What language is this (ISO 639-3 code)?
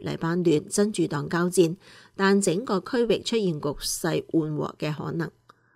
yue